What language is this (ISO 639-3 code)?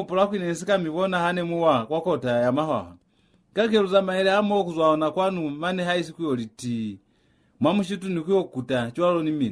loz